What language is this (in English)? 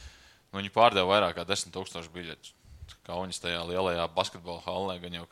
Latvian